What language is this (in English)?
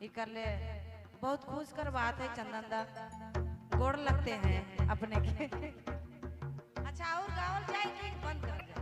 Sadri